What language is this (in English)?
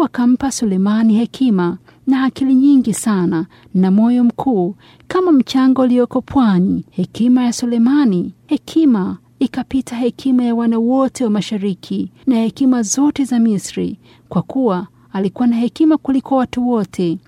Swahili